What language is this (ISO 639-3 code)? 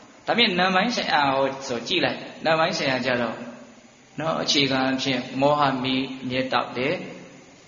mya